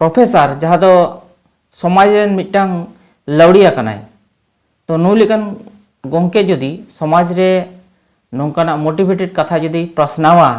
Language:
Santali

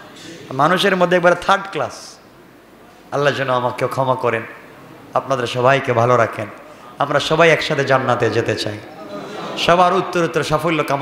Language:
Bangla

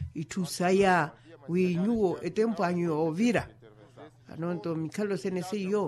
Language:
Makhuwa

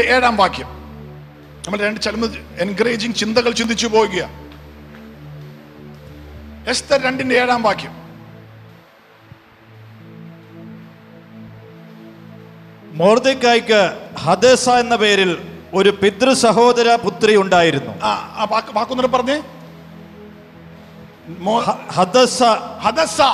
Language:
Malayalam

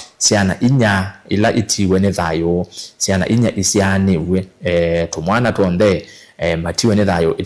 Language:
Kamba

